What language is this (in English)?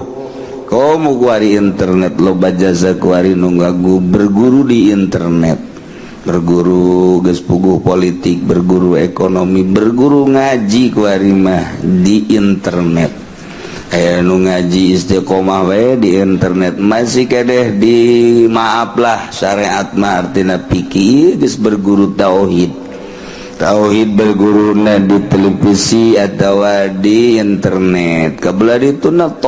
Sundanese